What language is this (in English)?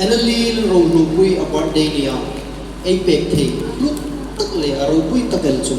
Hmar